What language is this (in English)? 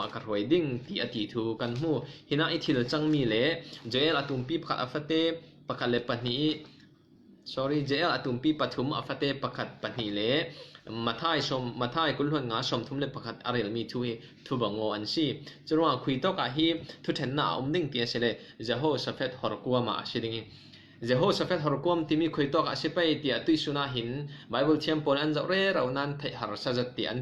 Falam Chin